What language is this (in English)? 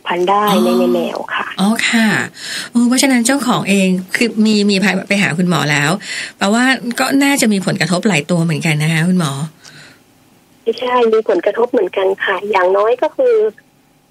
Thai